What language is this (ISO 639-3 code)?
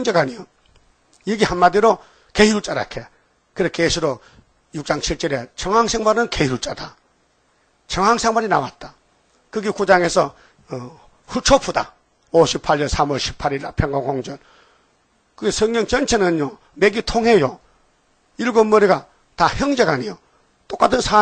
kor